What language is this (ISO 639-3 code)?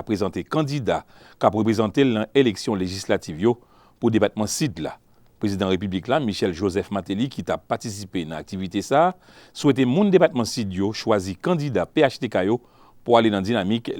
hat